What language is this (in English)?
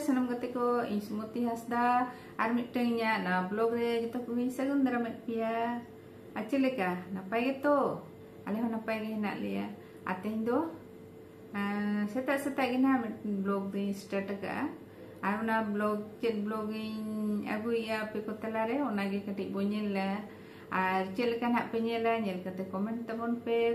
Santali